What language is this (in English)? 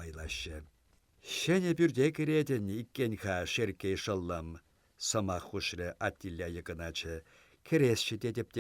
Chuvash